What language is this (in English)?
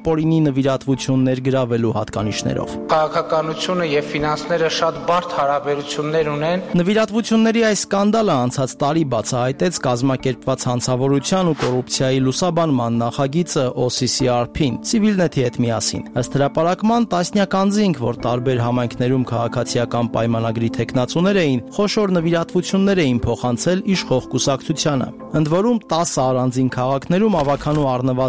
Armenian